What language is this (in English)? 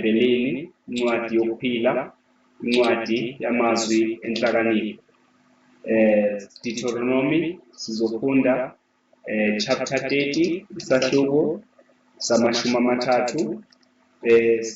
Zulu